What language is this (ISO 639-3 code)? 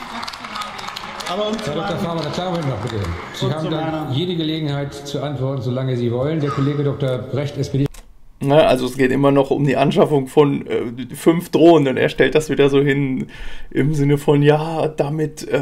deu